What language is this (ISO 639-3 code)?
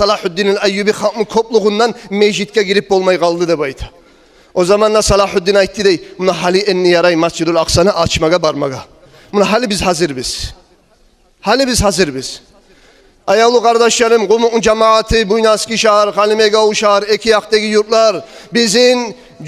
kum